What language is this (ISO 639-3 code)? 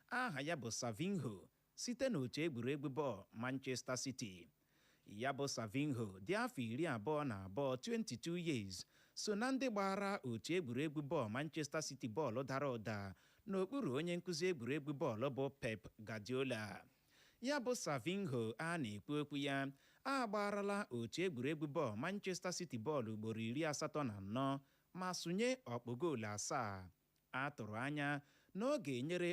ibo